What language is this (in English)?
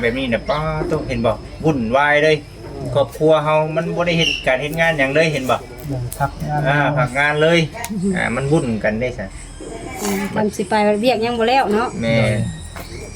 Northeastern Thai